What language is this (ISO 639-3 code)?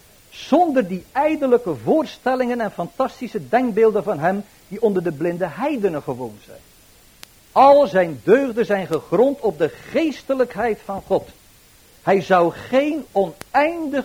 nld